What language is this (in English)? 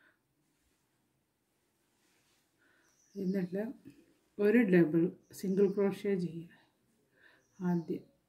Malayalam